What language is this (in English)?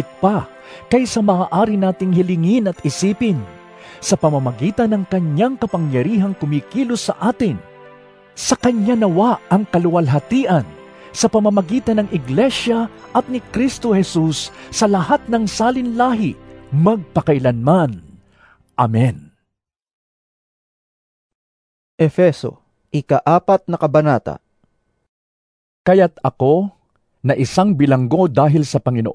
Filipino